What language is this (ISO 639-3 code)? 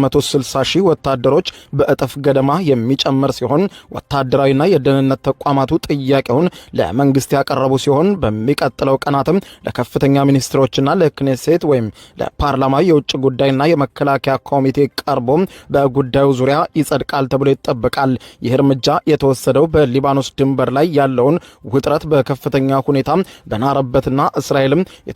amh